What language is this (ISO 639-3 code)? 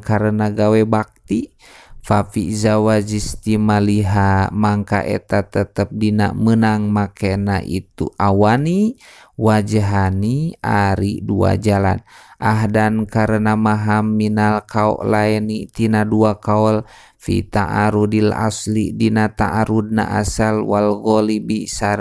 sun